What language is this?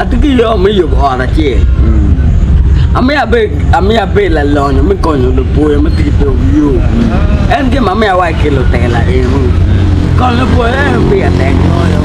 Acoli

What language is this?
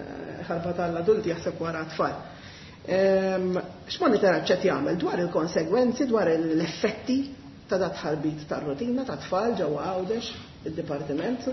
Maltese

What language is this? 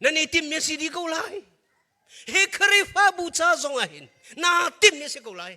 Hakha Chin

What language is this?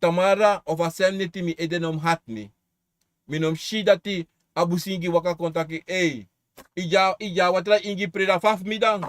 Sranan Tongo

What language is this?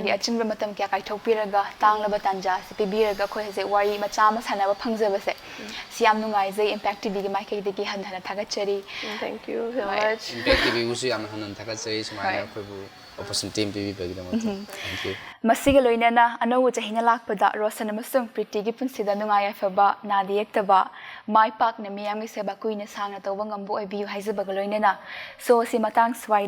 Manipuri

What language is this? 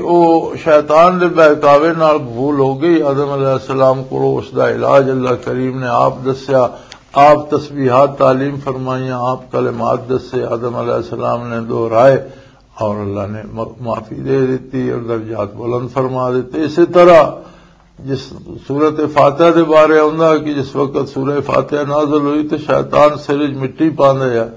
Western Panjabi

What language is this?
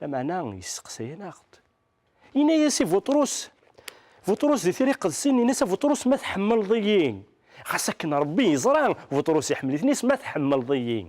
Kabyle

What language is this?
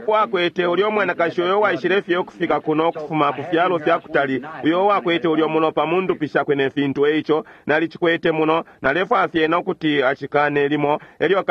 Bemba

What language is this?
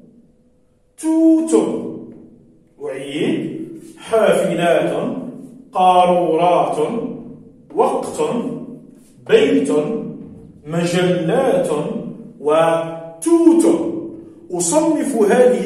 Arabic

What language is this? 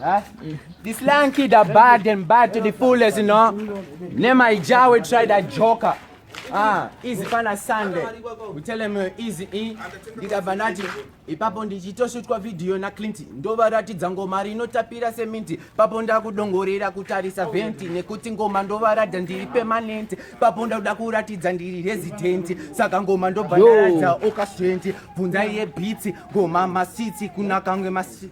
Shona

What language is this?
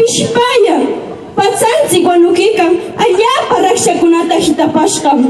Huaylas Ancash Quechua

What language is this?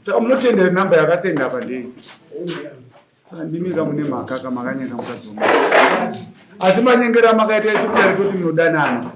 Shona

